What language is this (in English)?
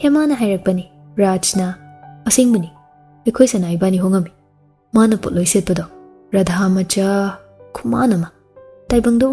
Manipuri